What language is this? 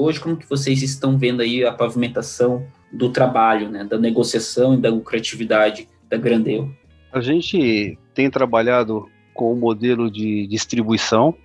Portuguese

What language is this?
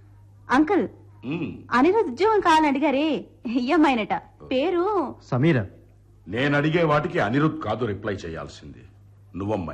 Telugu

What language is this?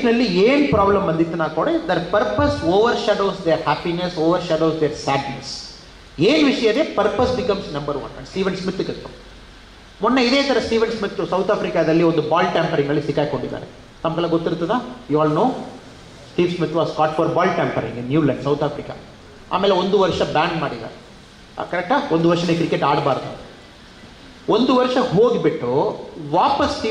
Kannada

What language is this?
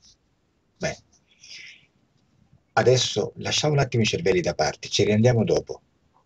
Italian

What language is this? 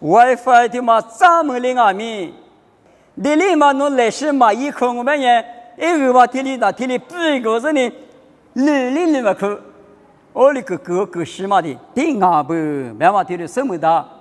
Lisu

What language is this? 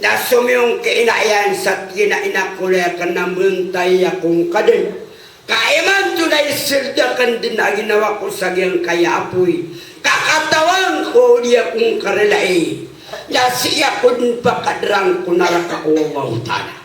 Maranao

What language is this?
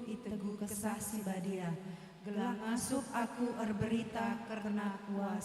Batak Karo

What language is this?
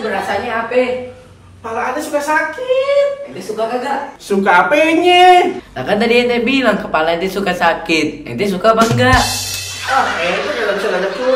Betawi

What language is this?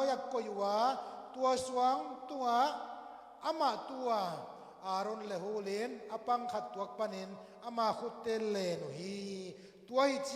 Tedim Chin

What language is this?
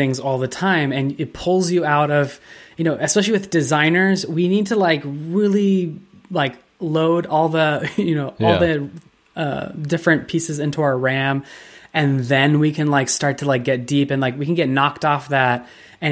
English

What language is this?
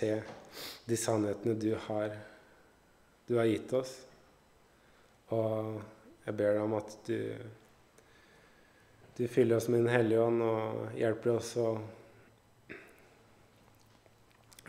Norwegian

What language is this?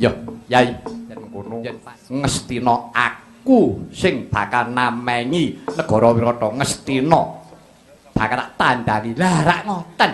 Javanese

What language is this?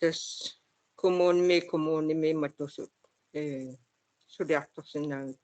Kalaallisut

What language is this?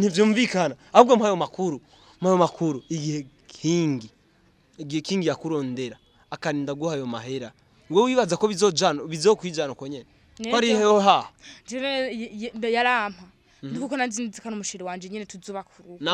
Rundi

